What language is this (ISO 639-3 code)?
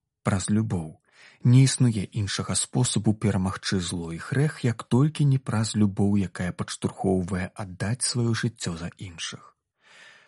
bel